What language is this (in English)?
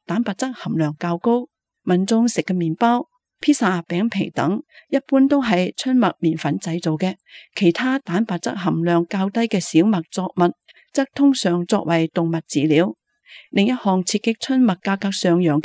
Cantonese